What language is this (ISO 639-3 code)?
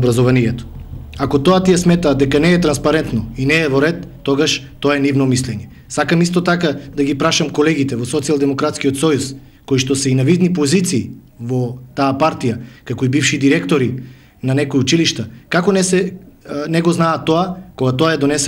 mkd